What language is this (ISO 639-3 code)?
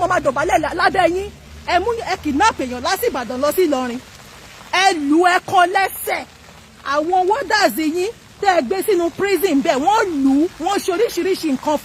yor